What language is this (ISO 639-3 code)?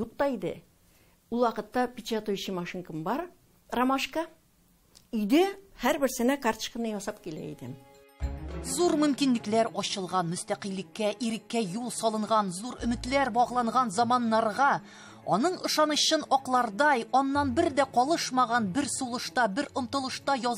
tat